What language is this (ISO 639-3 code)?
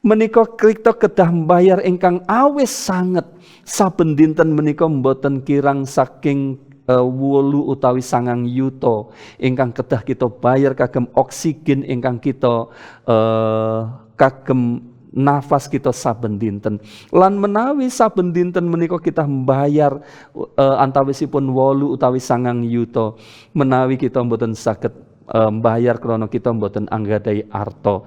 jav